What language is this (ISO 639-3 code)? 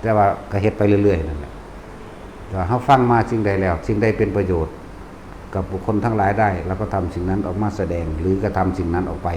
tts